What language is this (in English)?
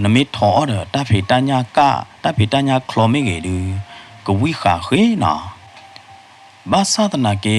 S'gaw Karen